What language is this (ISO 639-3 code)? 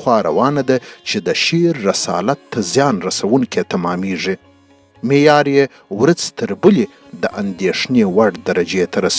pus